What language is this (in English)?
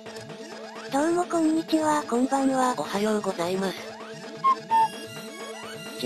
Japanese